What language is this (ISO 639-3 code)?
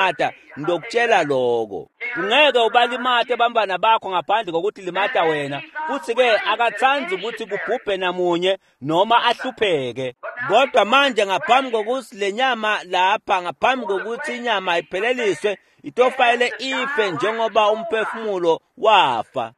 ssw